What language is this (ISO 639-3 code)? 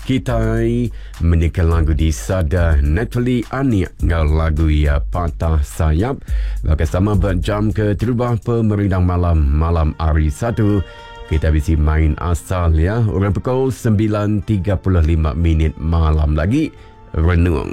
iba